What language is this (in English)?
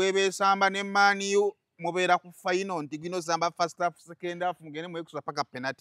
Ganda